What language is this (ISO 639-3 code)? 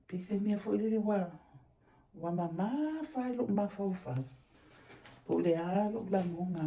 smo